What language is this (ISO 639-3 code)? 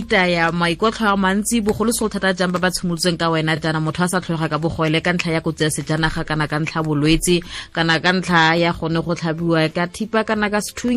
tsn